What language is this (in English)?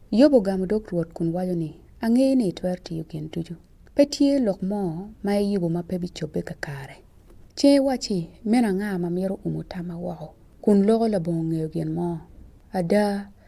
Acoli